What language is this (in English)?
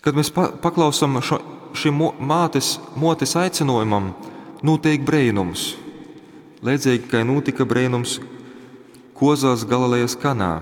Latgalian